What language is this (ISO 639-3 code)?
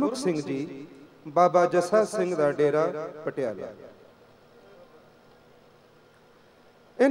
pan